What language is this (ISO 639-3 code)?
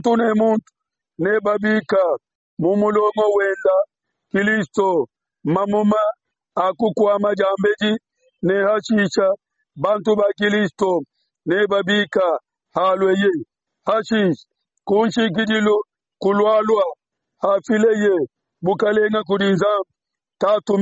lua